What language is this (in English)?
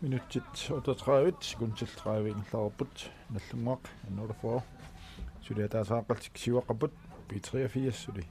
Kalaallisut